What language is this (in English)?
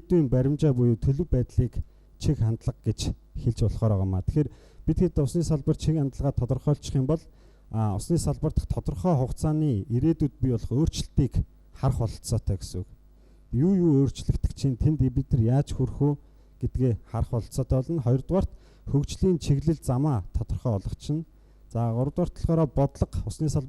Mongolian